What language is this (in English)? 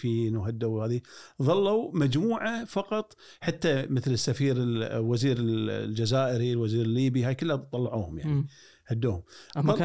Gulf Arabic